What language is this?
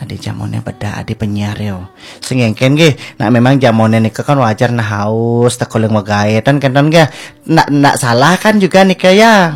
Balinese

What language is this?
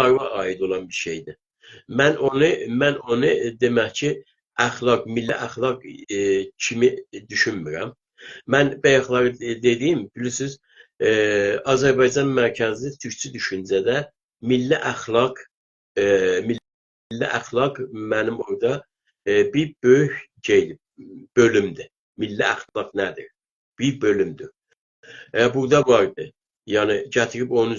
South Azerbaijani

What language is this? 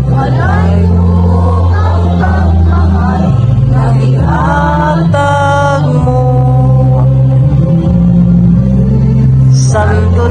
Cebuano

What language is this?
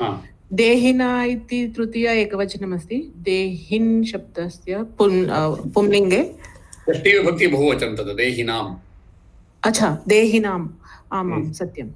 Sanskrit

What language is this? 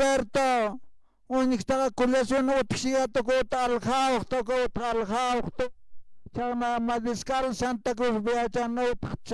Aymara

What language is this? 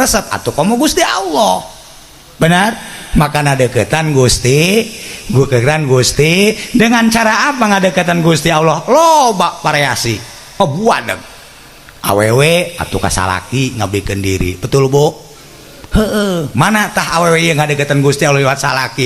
Sundanese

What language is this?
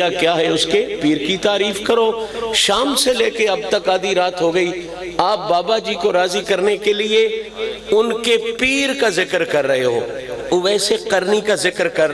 Urdu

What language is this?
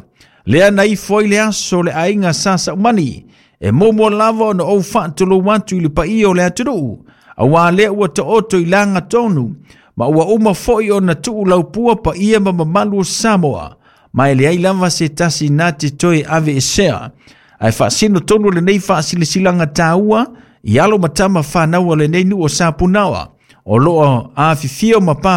Samoan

